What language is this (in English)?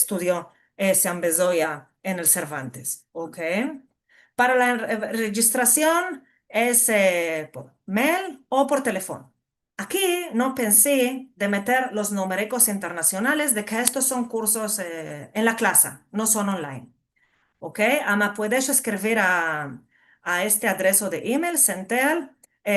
Ladino